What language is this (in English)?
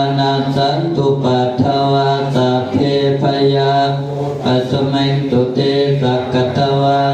Pali